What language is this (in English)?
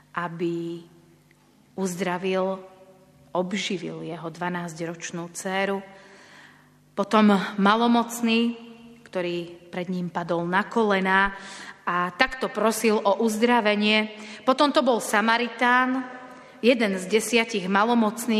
Slovak